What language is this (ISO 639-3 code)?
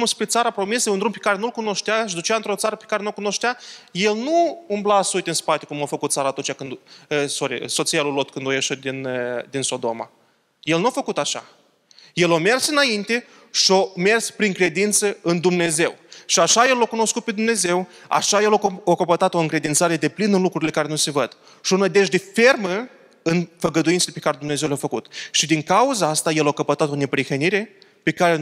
ron